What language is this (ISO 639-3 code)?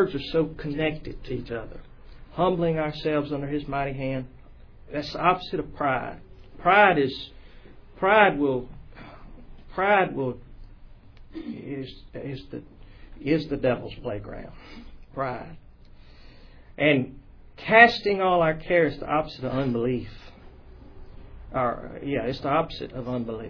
eng